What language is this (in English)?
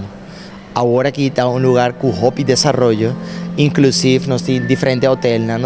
Papiamento